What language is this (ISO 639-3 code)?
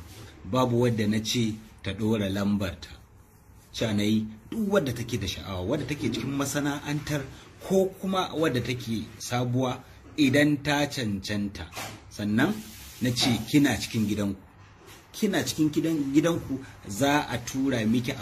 hau